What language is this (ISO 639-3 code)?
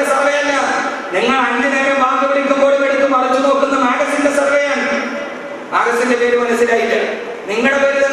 mal